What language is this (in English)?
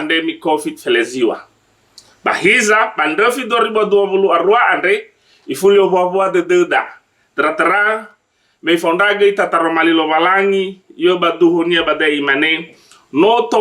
Nias